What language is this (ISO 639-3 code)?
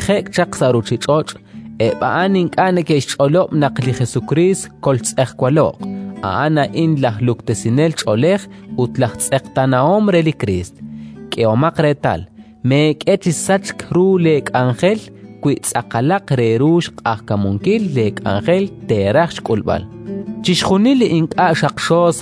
kek